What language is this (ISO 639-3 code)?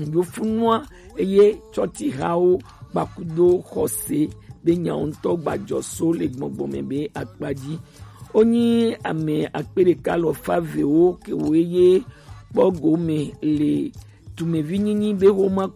gej